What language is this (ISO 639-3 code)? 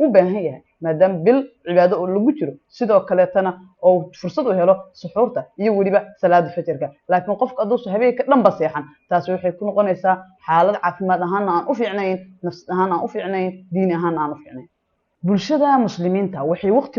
som